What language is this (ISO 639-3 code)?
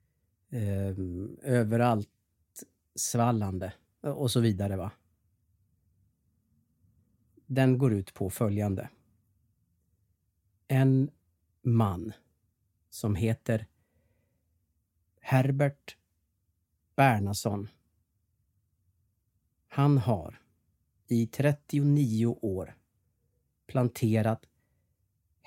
swe